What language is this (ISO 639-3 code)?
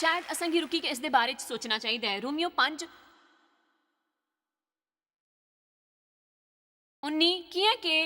doi